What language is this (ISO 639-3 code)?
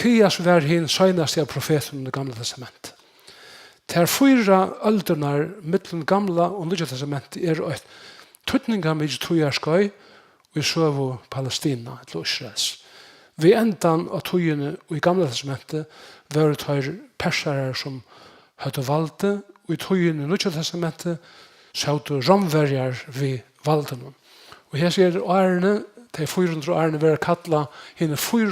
fao